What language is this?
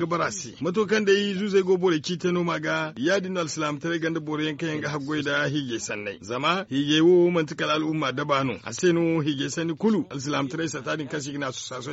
Zarma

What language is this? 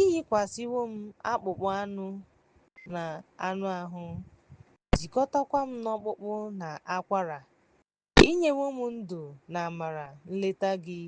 Igbo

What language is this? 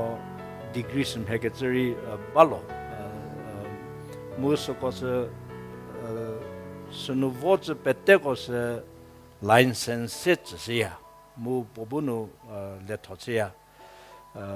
Angami Naga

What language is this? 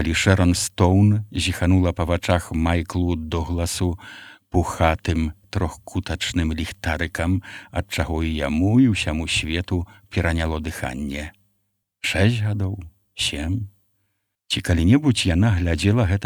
Belarusian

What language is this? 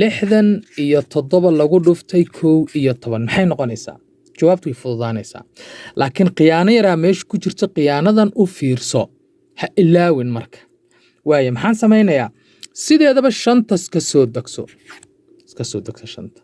Somali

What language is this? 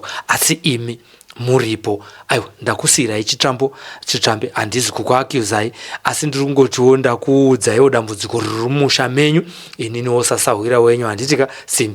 Shona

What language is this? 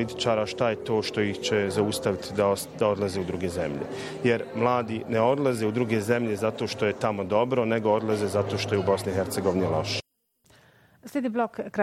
Bosnian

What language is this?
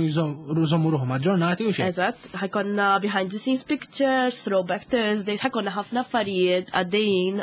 Maltese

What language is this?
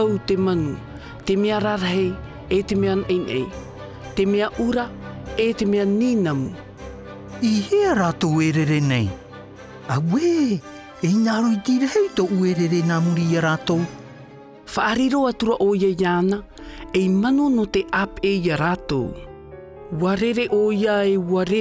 Tahitian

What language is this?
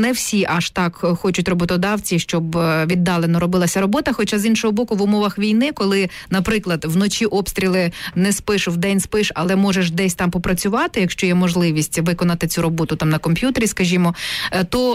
Ukrainian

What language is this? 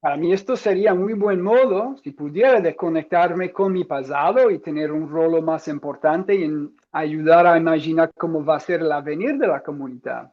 Ladino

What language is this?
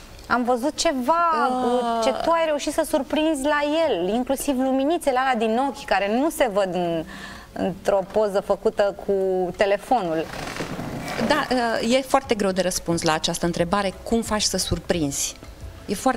Romanian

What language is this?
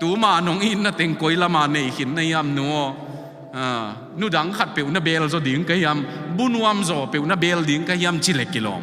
Tedim Chin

